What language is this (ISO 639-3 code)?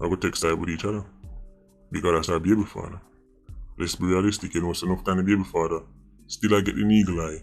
jam